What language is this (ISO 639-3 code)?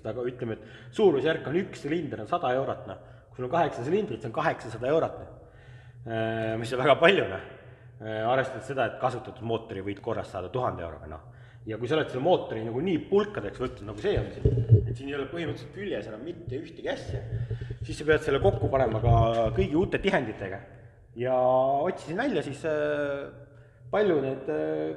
est